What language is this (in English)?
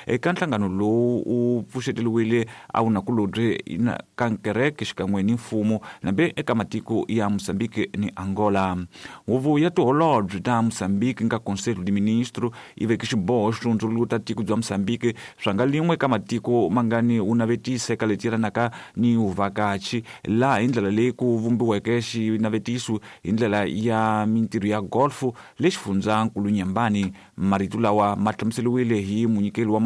Tsonga